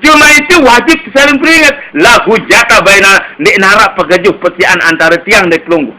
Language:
Sasak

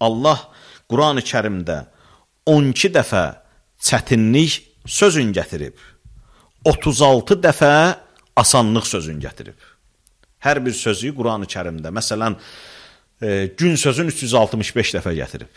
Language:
Azerbaijani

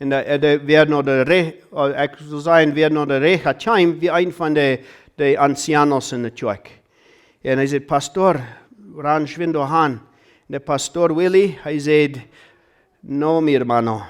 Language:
Plautdietsch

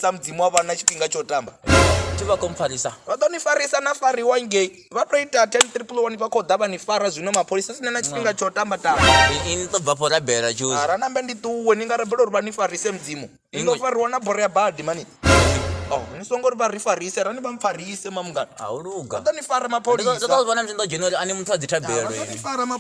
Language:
Venda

